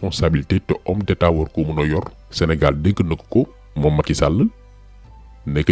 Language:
Wolof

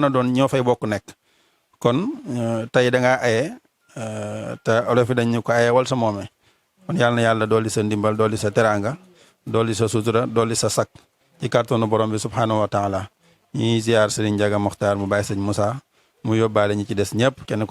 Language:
Wolof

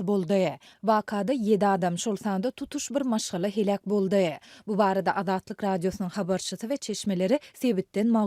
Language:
Turkmen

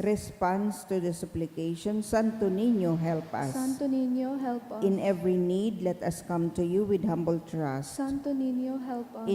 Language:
Bikol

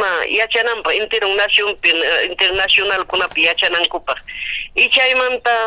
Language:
Ayacucho Quechua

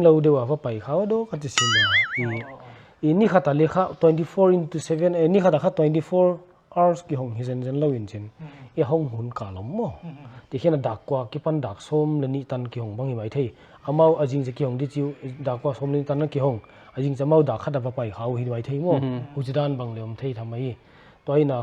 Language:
Paite Chin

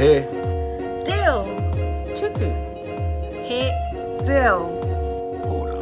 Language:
Māori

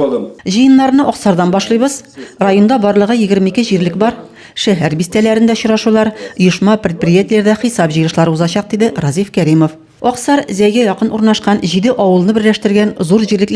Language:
Tatar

